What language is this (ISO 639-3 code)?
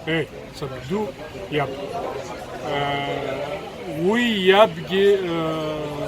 abk